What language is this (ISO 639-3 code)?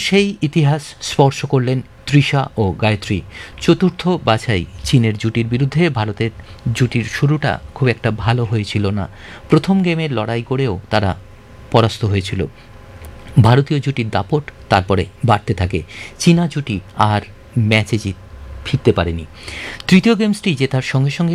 ben